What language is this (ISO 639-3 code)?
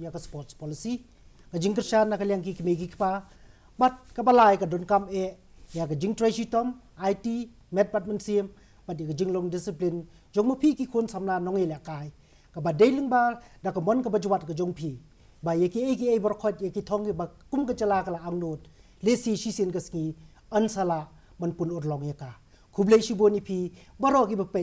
kha